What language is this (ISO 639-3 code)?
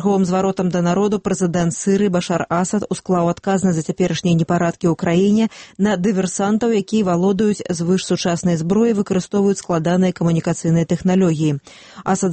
bel